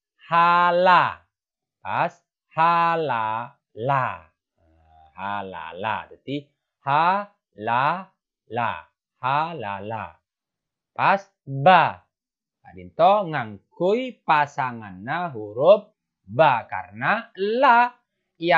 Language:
Madurese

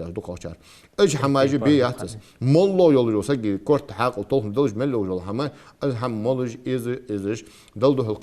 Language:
Ingush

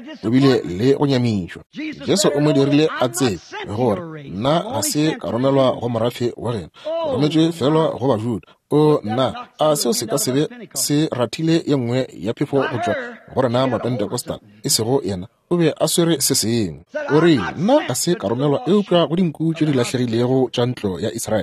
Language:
Northern Sotho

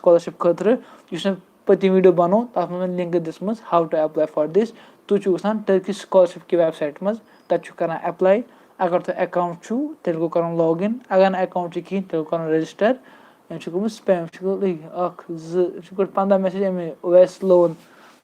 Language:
Kashmiri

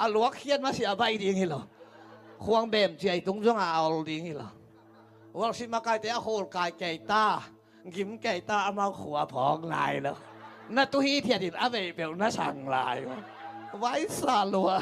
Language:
Tedim Chin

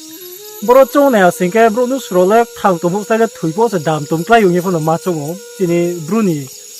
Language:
Riang (India)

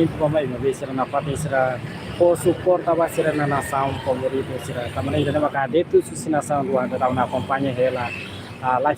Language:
Tetum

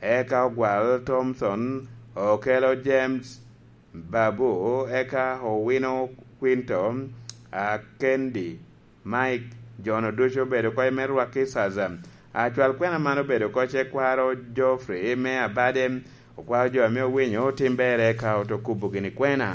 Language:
Lango (Uganda)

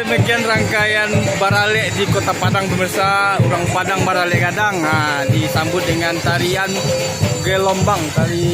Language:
Minangkabau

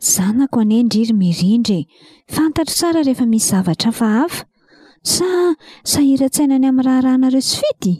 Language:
Malagasy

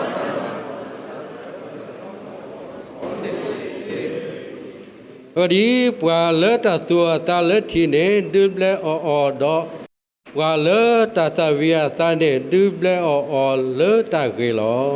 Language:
S'gaw Karen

